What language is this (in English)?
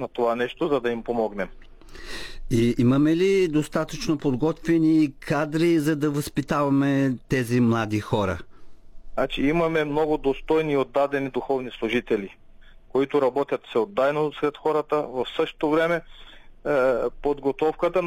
Bulgarian